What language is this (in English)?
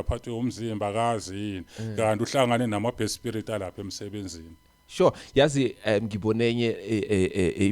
Zulu